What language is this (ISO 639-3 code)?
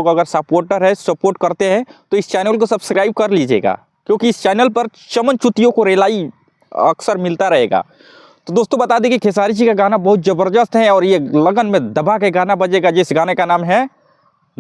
bho